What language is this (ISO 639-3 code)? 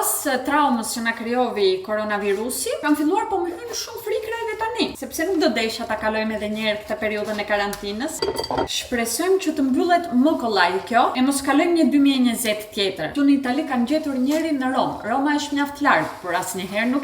sqi